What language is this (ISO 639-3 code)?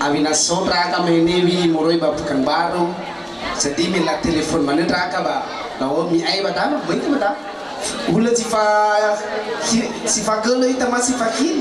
nia